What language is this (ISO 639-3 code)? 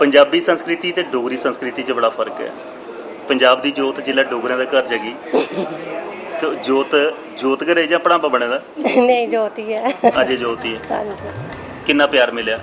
doi